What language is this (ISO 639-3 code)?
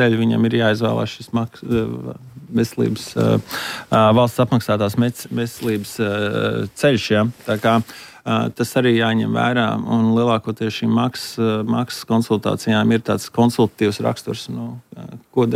lav